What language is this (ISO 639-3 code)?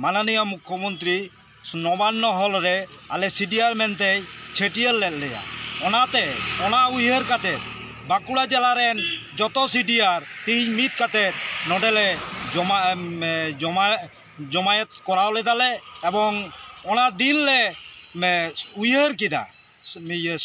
sat